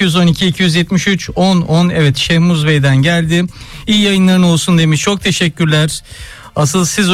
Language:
Turkish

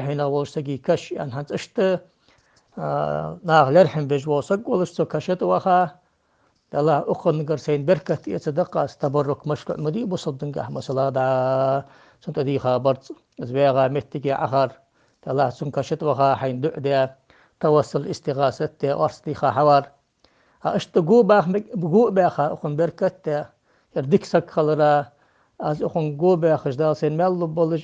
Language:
Ingush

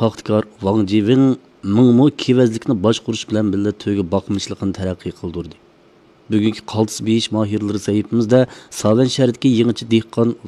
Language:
Uyghur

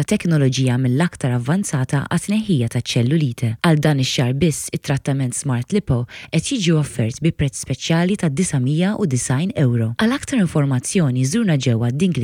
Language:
Maltese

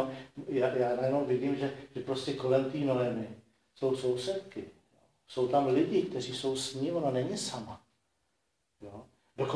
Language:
Czech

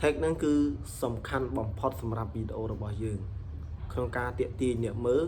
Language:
Khmer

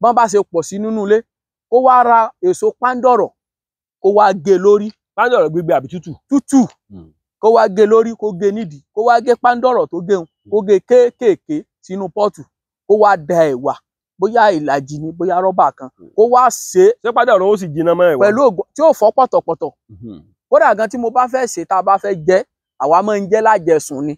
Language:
Yoruba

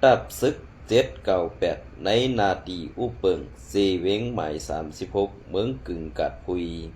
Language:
Shan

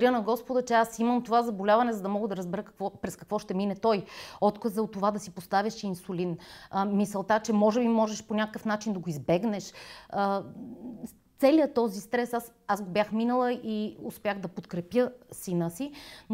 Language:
Bulgarian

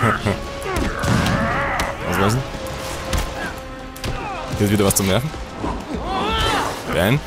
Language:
German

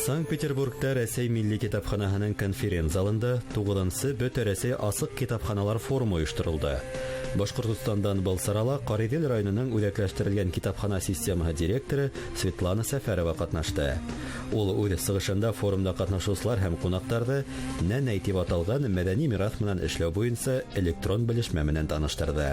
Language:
Bashkir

